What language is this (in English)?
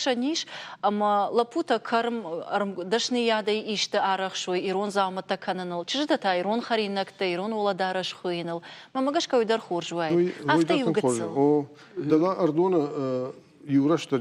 Ossetic